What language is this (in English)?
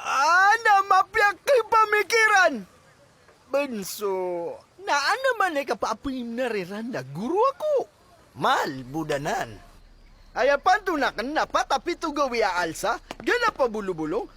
Maranao